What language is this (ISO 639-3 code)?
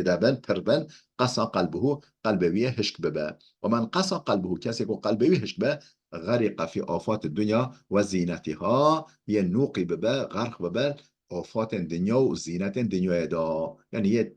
kur